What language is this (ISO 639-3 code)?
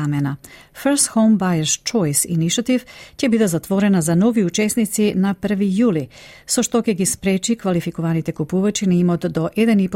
mkd